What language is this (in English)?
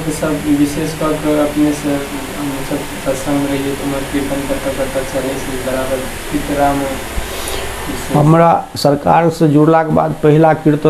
Maithili